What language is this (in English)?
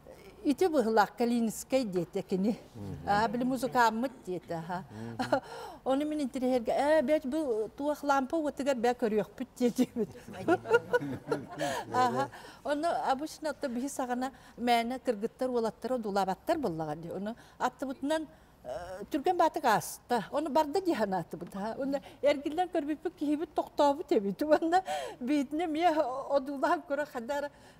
Yakut